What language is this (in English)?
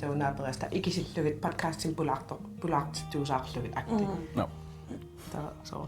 Kalaallisut